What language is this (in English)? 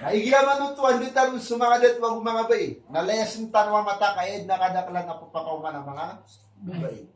Maranao